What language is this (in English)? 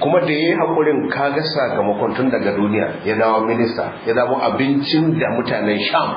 Hausa